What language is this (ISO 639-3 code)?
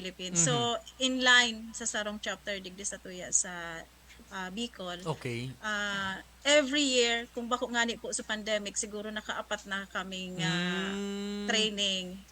bik